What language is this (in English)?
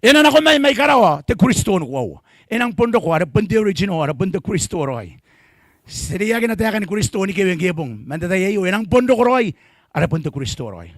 Gilbertese